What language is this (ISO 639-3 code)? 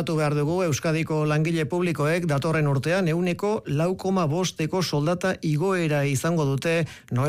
eus